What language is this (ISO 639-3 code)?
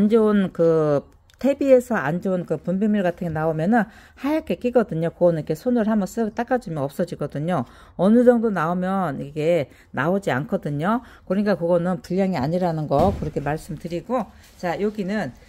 kor